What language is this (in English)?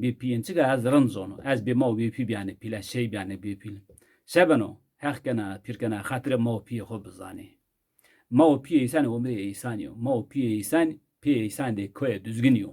Zaza